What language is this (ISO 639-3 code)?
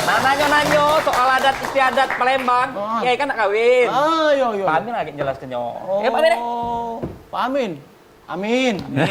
mui